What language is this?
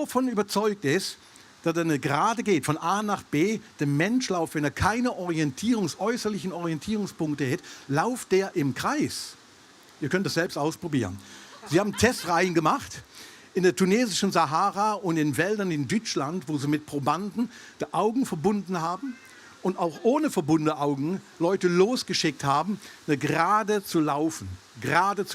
Swiss German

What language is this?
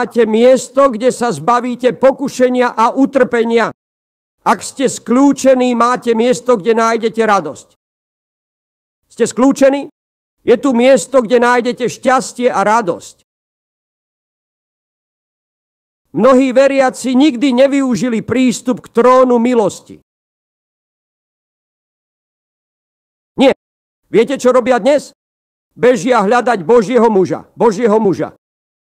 Slovak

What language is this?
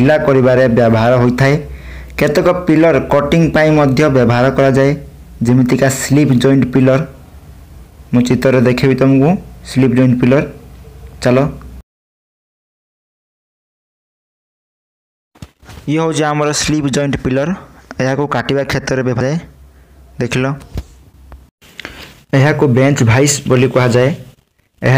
Odia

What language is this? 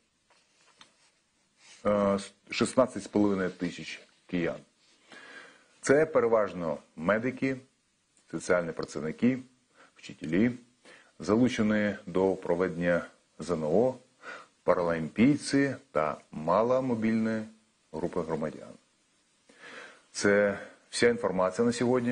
Ukrainian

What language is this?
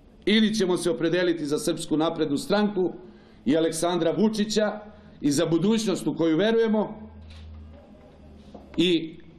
Serbian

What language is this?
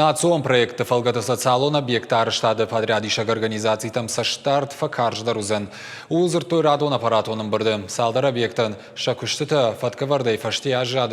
Ossetic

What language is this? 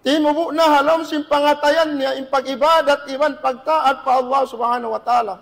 Tausug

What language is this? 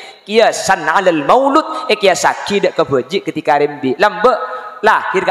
Madurese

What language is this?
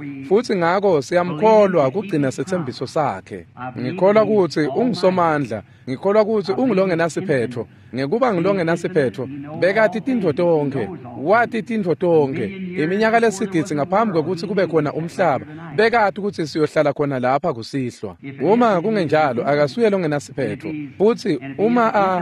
Swati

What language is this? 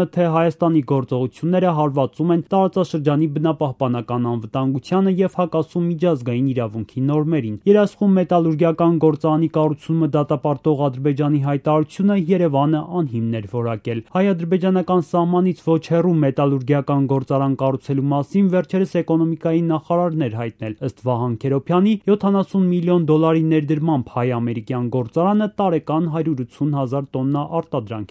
Armenian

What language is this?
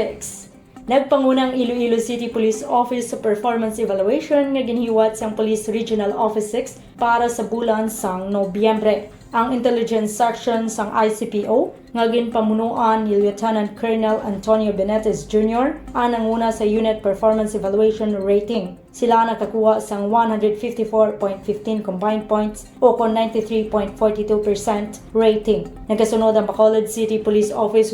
Hiligaynon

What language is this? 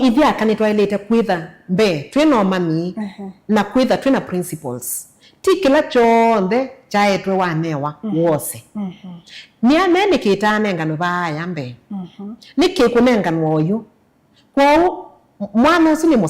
Kamba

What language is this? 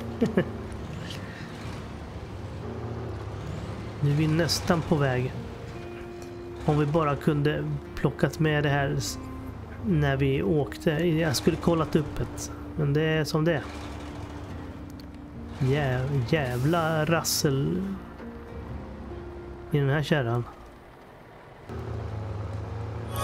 Swedish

